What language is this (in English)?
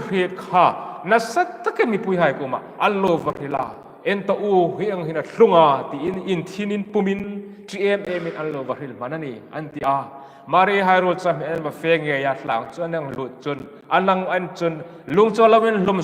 Hmar